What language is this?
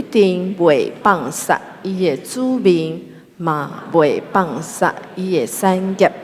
Min Nan Chinese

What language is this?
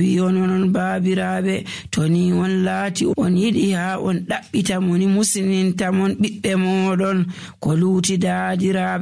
Nigerian Fulfulde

